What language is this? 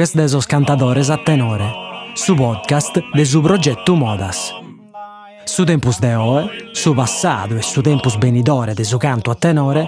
Sardinian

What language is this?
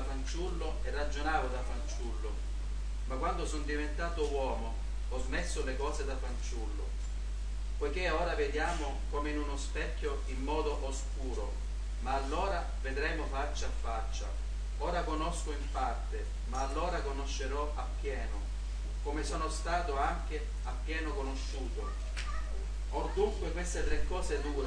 Italian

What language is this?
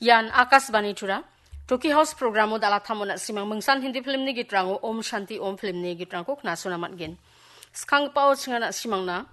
Garo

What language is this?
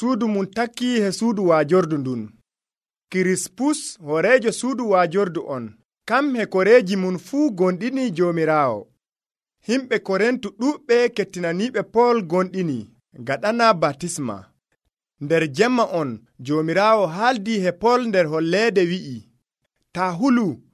Nigerian Fulfulde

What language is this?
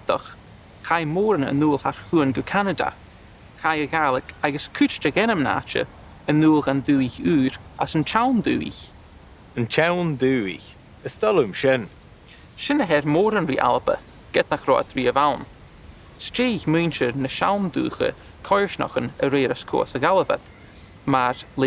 Scottish Gaelic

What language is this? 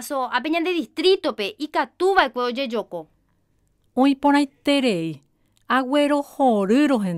Guarani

